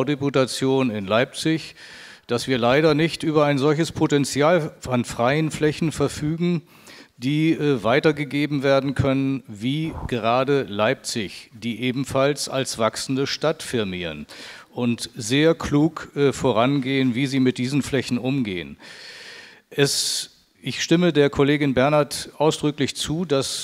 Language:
German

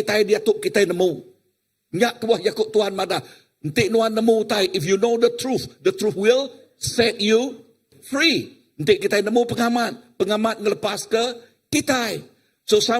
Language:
Iban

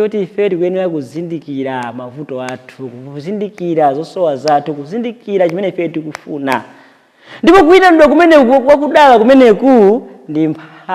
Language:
Nyanja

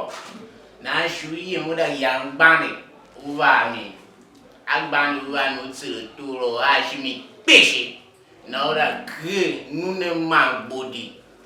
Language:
Tiv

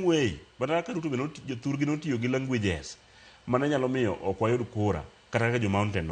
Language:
Luo (Kenya and Tanzania)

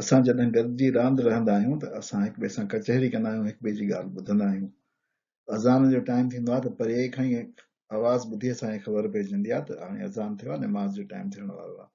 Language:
Sindhi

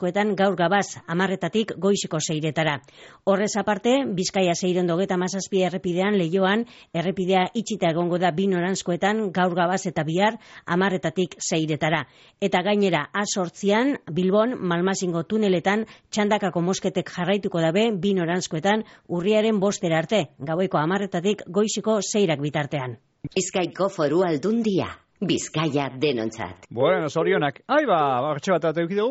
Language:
Basque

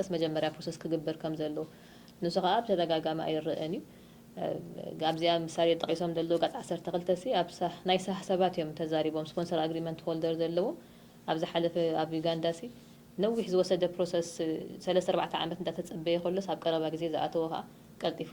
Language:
Tigrinya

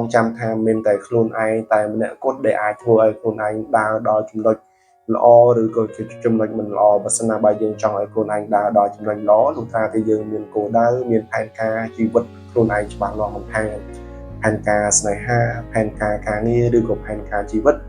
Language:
Khmer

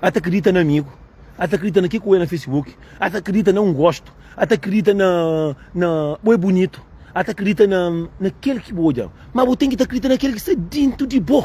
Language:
Kabuverdianu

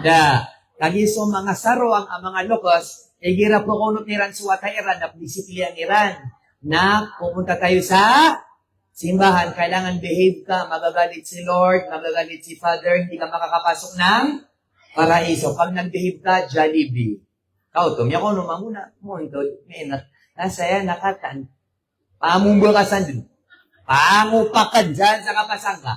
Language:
Maranao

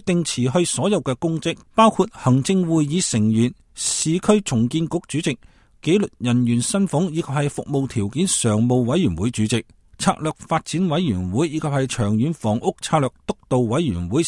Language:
Cantonese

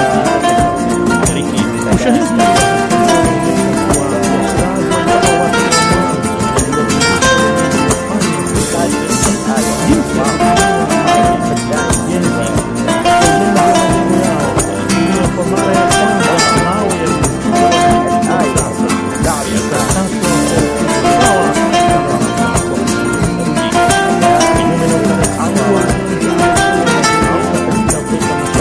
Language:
Swahili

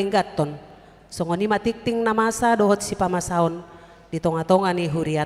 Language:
Batak Toba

